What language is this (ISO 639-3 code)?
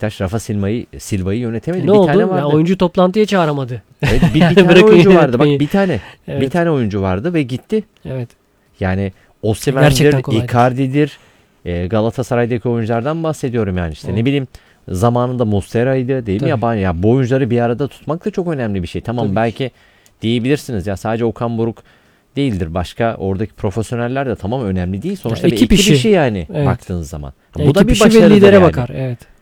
tur